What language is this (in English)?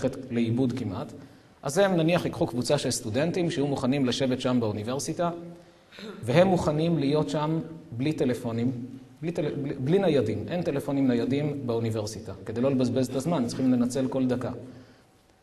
Hebrew